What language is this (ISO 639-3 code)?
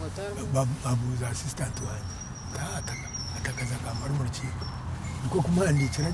nyn